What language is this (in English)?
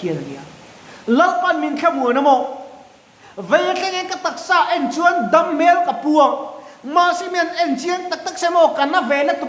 Mizo